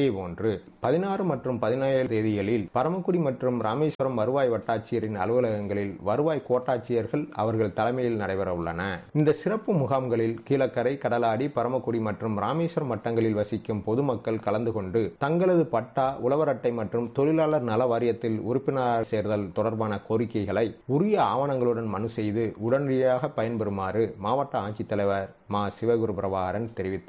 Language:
Tamil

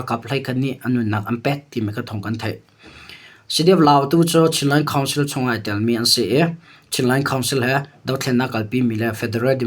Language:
Hakha Chin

